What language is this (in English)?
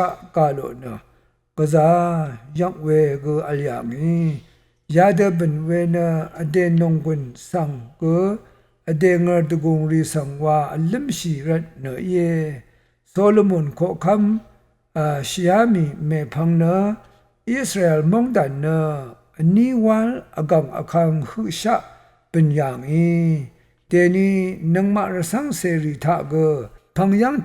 Rawang